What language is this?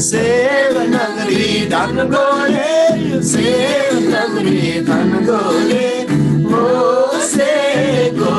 Eastern Tamang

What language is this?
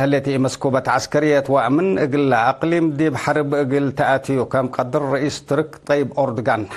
Tigre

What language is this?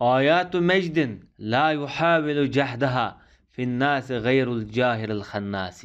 Uyghur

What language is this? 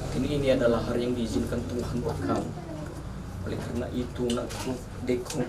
Nias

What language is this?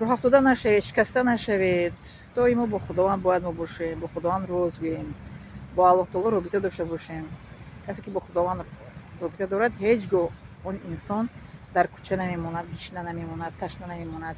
Tajik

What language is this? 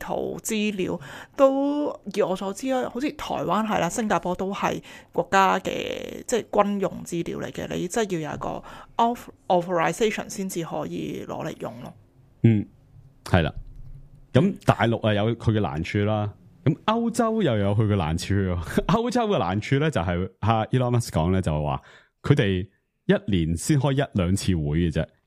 Cantonese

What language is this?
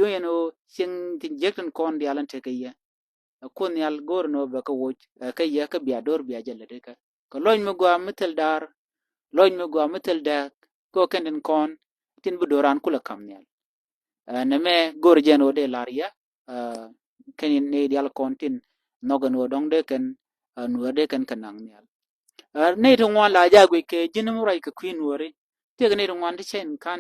Nuer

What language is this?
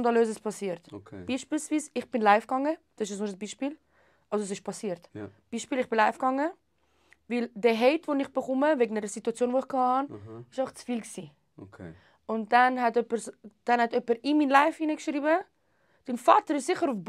Swiss German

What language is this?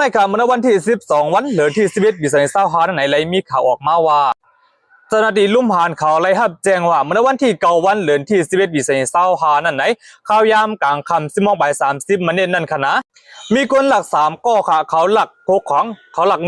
Shan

